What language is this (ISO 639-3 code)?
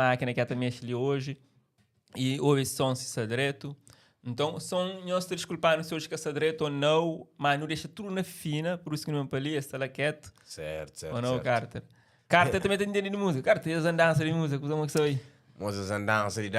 kea